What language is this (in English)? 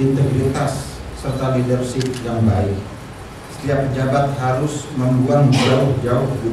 Indonesian